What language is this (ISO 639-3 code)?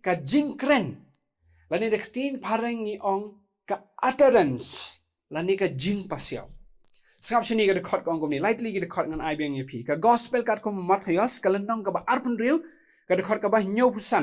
kha